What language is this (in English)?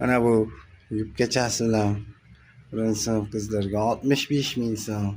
Uzbek